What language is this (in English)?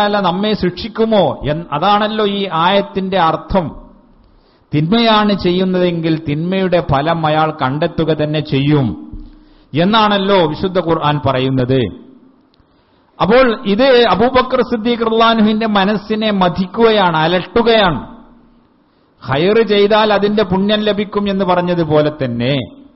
Malayalam